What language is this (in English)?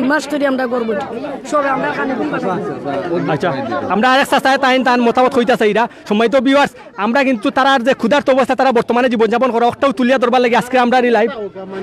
Sylheti